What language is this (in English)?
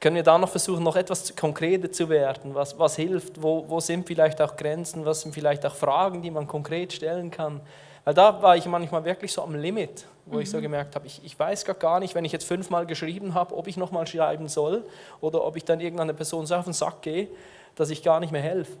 Swiss German